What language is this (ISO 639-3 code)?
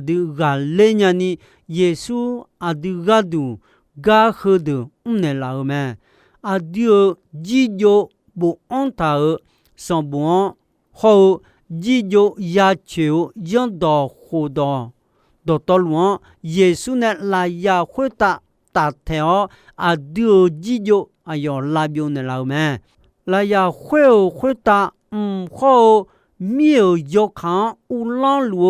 ahk